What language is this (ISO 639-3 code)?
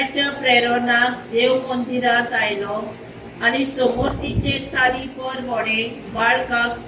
kok